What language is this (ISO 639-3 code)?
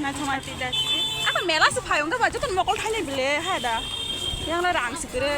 trp